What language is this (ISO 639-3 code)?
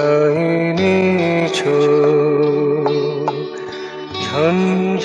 ben